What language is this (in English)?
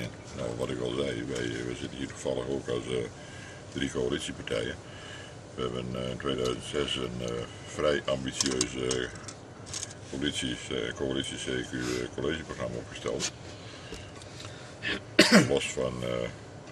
Dutch